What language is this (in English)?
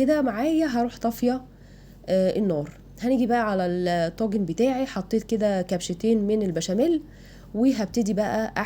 Egyptian Arabic